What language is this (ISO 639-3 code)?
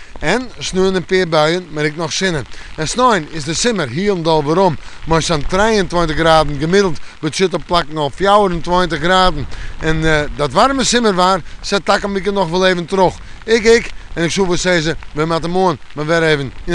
fry